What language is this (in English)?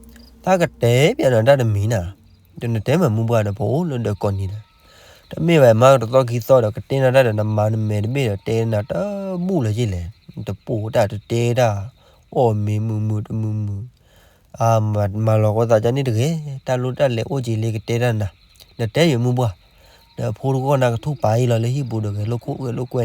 S'gaw Karen